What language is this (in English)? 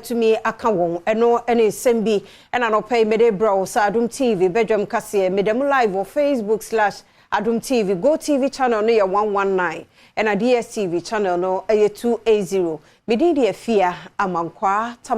Akan